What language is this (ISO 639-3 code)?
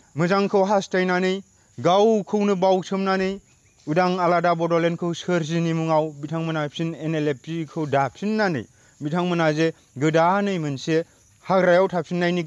brx